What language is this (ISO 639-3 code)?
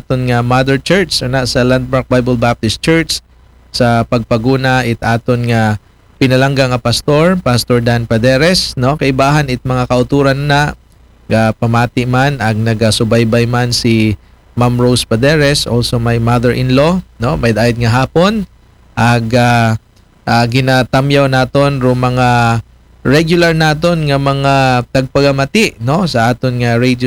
akl